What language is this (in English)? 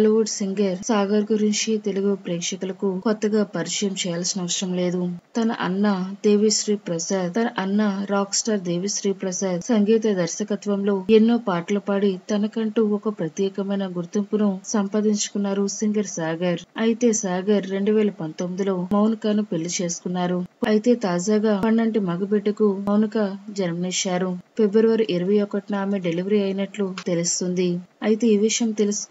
Telugu